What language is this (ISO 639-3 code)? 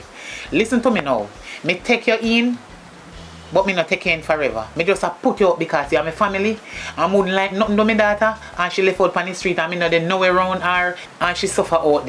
jam